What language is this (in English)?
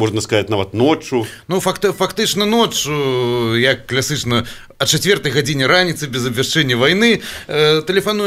Belarusian